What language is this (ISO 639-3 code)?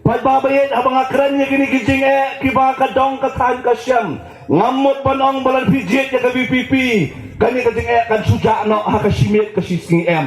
kha